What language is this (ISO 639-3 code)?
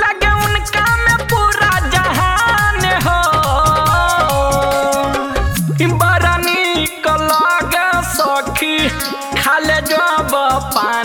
bho